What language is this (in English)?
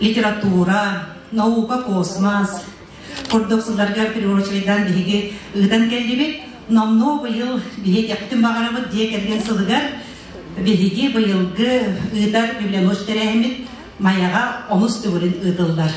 Yakut